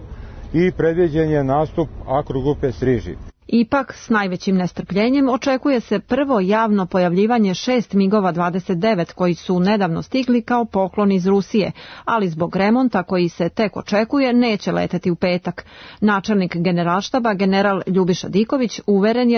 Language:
Serbian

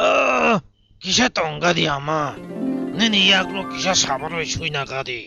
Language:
Kok Borok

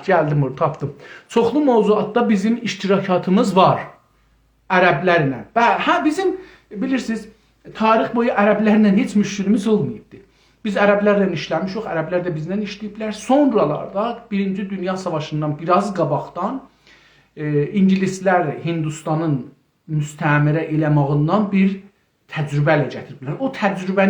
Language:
South Azerbaijani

